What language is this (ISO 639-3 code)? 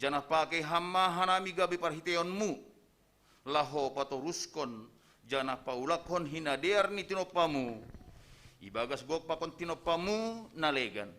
bts